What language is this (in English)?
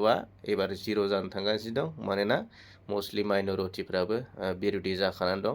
Bodo